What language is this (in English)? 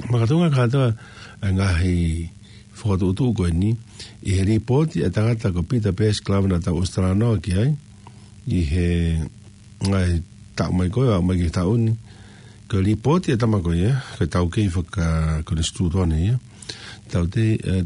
Tongan